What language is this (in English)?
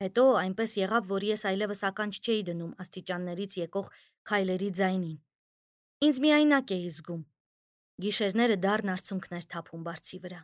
Armenian